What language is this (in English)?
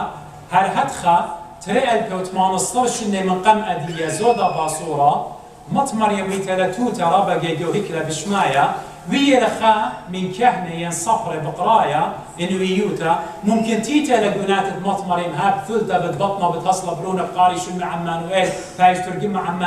Assyrian Neo-Aramaic